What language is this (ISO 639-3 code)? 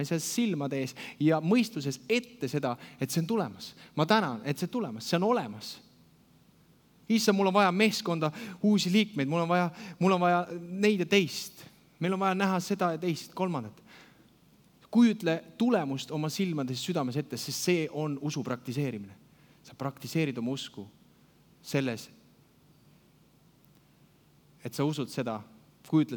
est